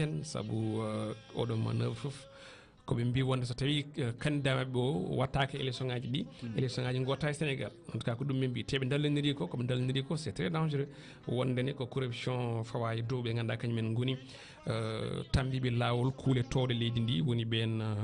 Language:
Fula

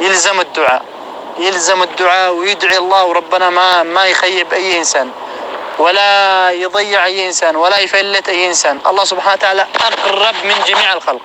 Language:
North Levantine Arabic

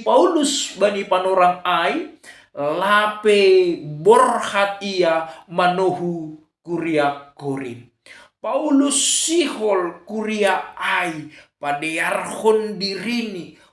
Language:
Batak Simalungun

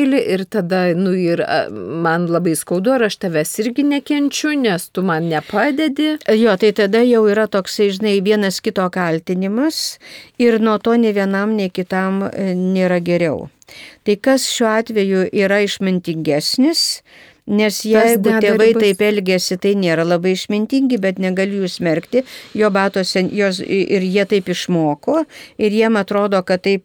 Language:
Lithuanian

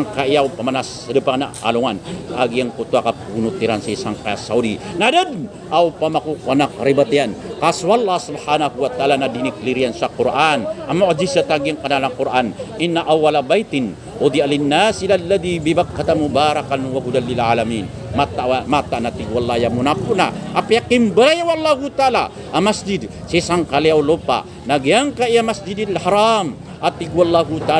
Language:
Maranao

